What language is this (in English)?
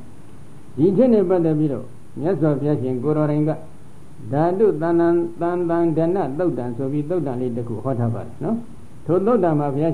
Burmese